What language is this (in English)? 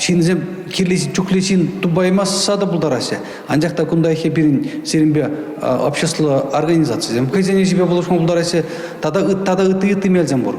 Chuvash